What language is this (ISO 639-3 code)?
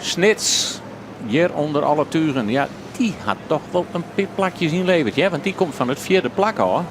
fry